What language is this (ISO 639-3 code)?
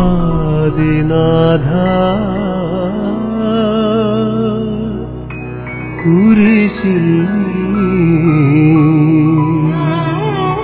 mal